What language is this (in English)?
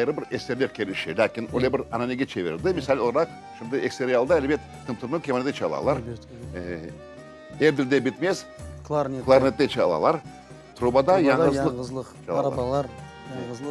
Crimean Tatar